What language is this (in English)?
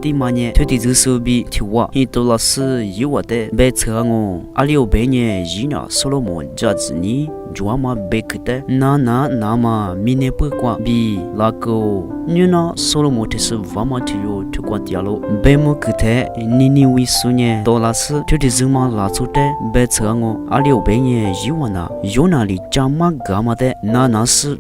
Lisu